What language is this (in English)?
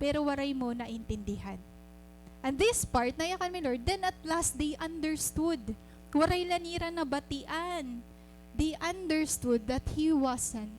Waray